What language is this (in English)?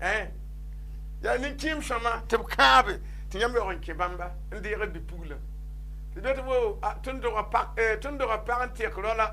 Mossi